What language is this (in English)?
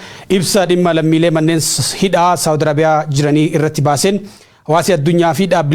Oromo